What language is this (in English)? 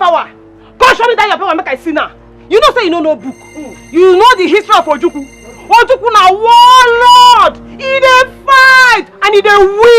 Nigerian Pidgin